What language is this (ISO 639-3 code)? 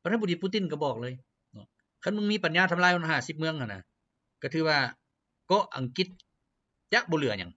lao